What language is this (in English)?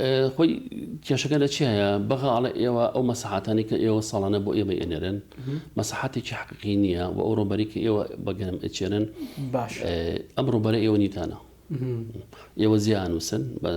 Central Kurdish